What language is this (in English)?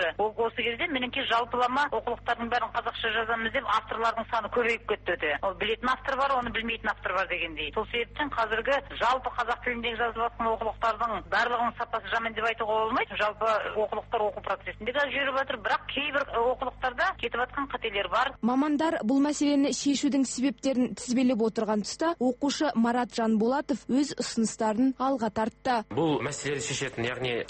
Kazakh